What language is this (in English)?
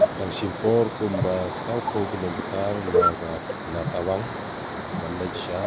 Khasi